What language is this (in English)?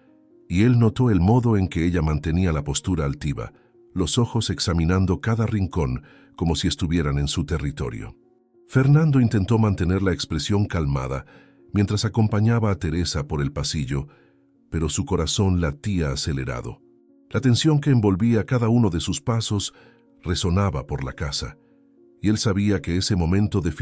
Spanish